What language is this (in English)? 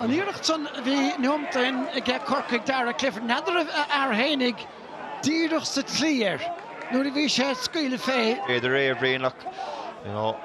Irish